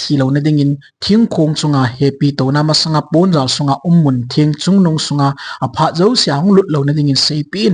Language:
Thado Chin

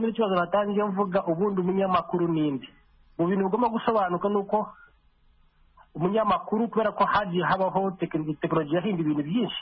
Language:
Kinyarwanda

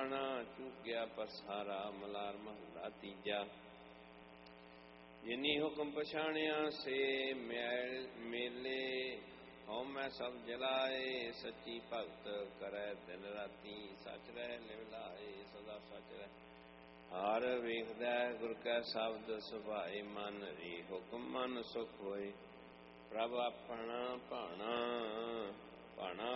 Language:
Punjabi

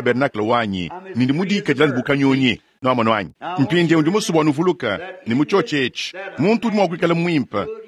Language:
Luba-Lulua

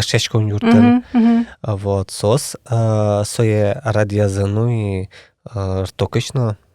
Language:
Udmurt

